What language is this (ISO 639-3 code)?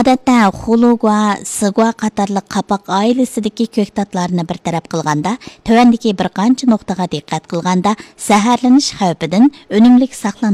uig